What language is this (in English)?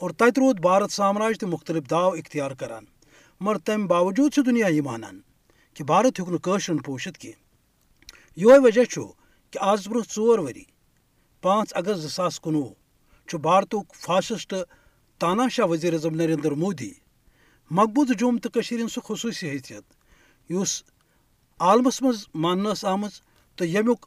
Kashmiri